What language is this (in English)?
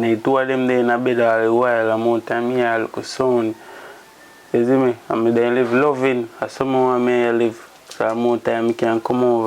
Jamaican Creole English